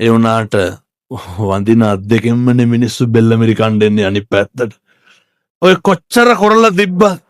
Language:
Sinhala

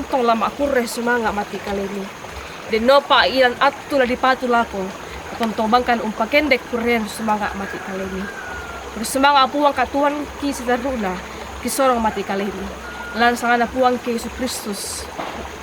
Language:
Toraja-Sa'dan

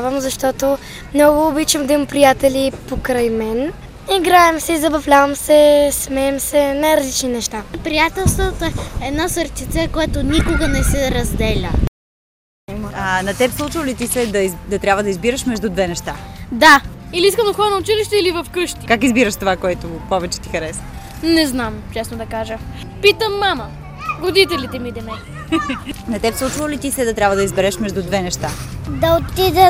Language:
Bulgarian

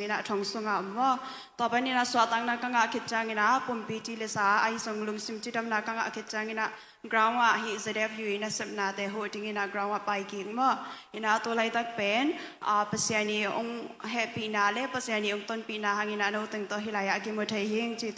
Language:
Tedim Chin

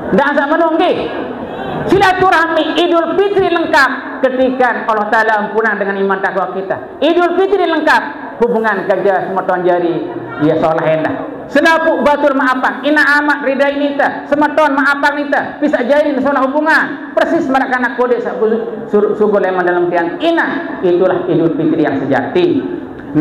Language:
Sasak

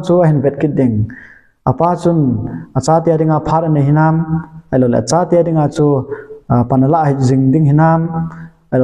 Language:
Thado Chin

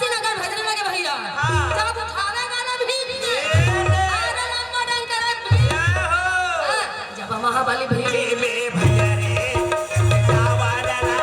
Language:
Chhattisgarhi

